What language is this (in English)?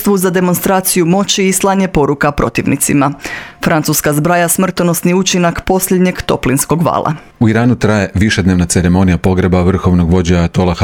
Croatian